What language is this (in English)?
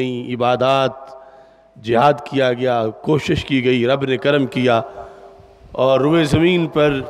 Urdu